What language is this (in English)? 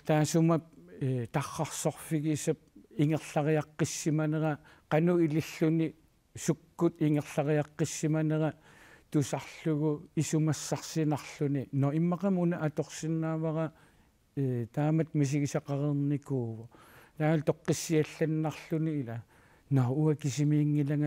Kalaallisut